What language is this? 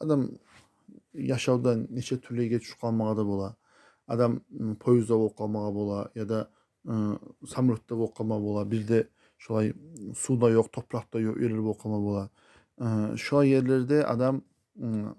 Kumyk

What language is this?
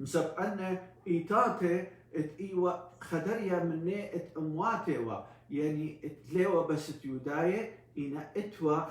Assyrian Neo-Aramaic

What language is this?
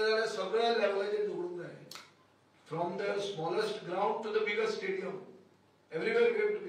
Konkani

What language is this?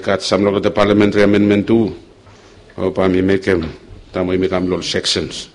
Bislama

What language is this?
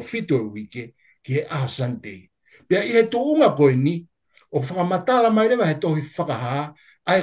Tongan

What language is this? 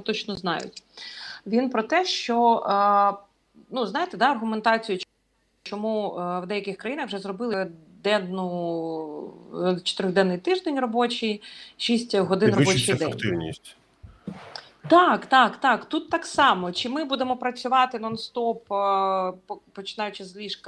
Ukrainian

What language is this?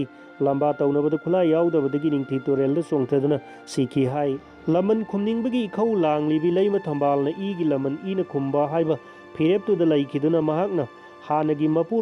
Manipuri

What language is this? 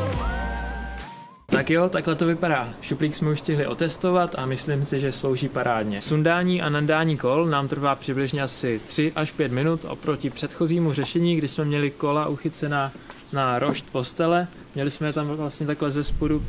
Czech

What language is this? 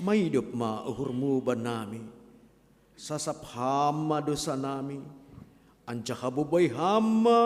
Batak Simalungun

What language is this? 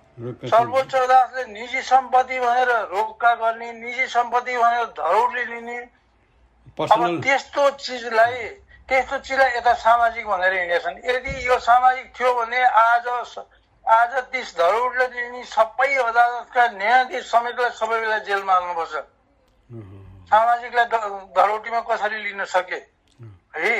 Nepali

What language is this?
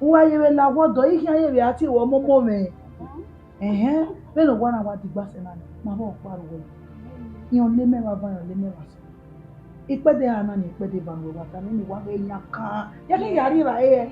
Bini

